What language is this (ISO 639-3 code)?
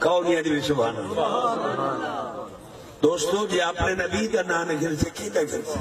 skr